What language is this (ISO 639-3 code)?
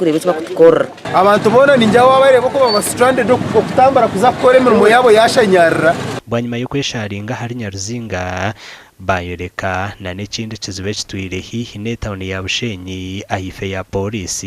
nyn